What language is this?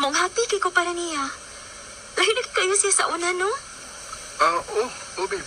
Cebuano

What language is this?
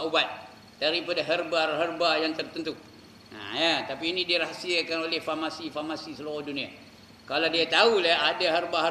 Malay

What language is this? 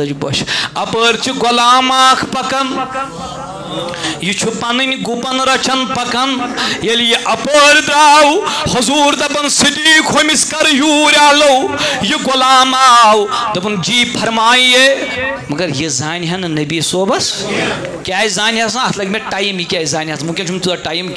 Kashmiri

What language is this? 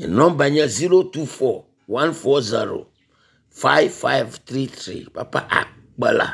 Ewe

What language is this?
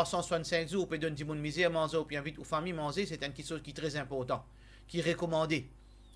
Morisyen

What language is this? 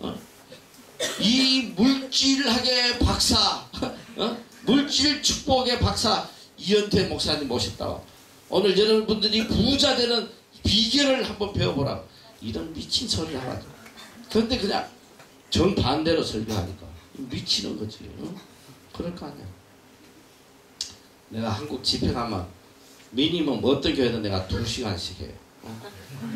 Korean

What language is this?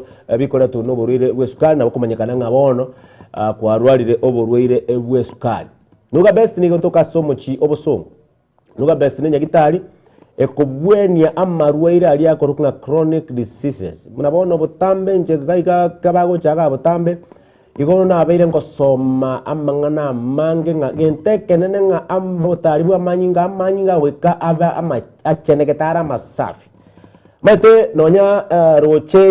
Gusii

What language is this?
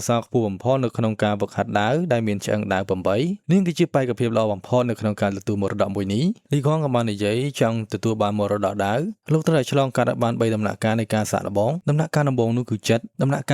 Khmer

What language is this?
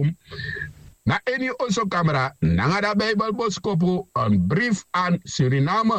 Sranan Tongo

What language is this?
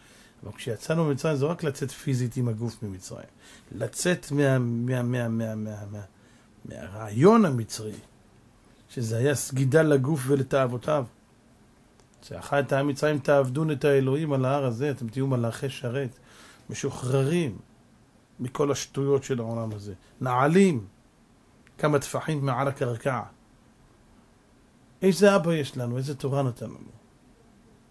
Hebrew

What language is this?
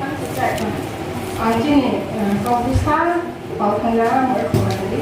Riang (India)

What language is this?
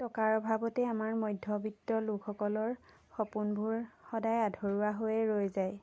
Assamese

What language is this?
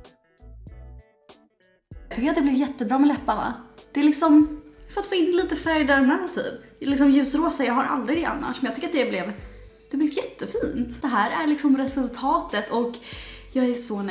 Swedish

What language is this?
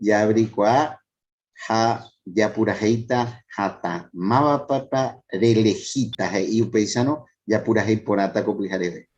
Guarani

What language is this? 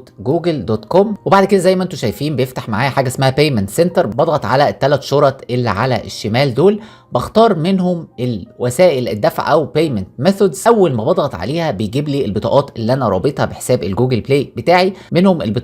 Egyptian Arabic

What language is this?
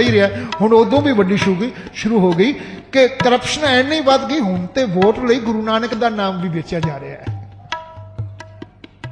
Punjabi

